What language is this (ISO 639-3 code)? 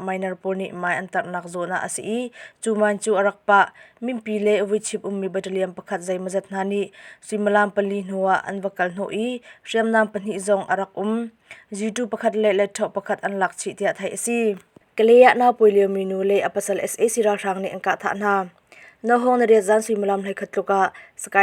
cnh